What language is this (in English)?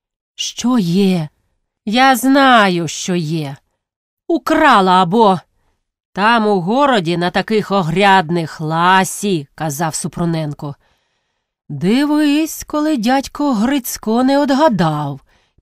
Ukrainian